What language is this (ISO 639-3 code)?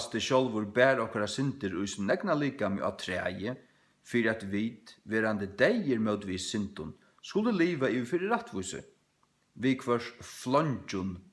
fao